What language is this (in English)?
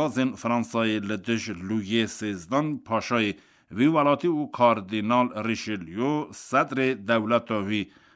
Kurdish